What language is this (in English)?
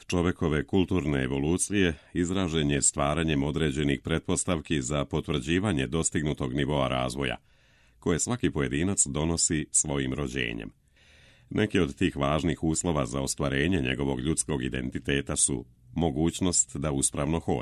Serbian